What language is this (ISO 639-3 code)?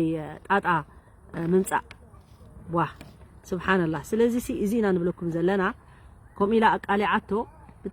tir